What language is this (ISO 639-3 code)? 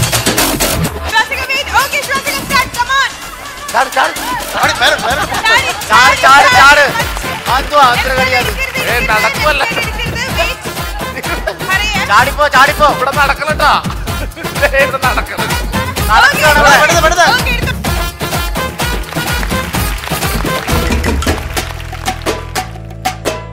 mal